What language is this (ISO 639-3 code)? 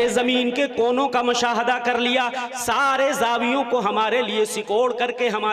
urd